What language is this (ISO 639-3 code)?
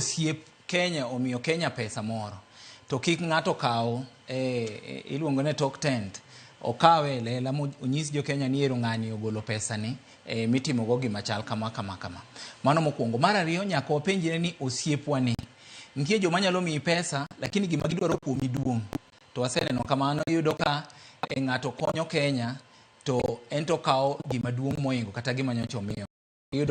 luo